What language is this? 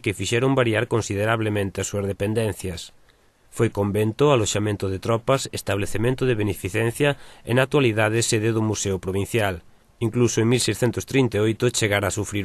Galician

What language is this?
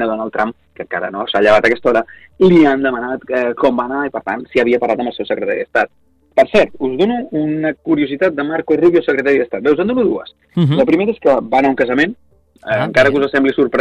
Catalan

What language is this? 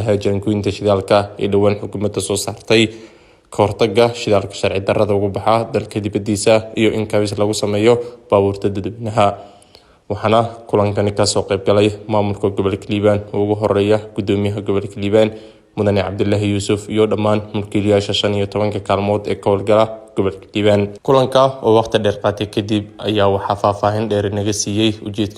Somali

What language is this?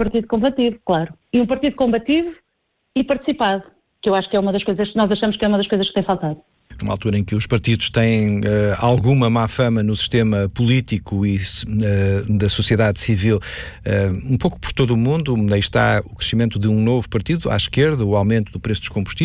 Portuguese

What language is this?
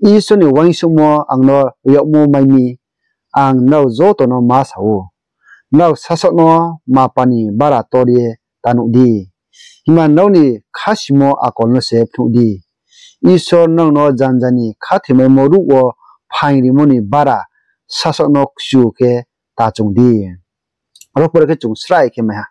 Riang (India)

